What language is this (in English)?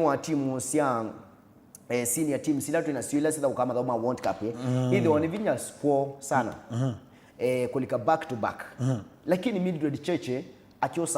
Kamba